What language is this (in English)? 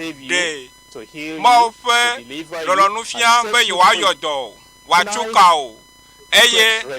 Ewe